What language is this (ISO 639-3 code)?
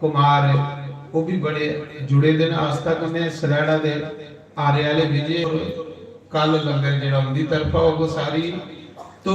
doi